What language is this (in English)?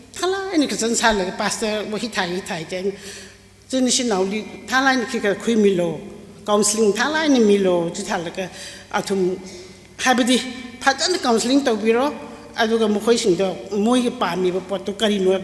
Tangkhul Naga (India)